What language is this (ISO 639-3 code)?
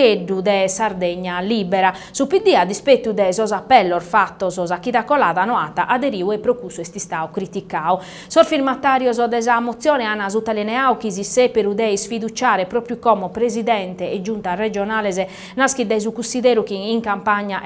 srd